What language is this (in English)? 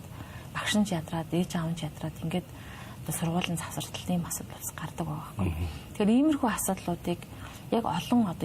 Mongolian